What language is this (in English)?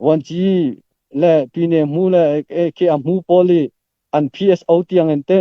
Falam Chin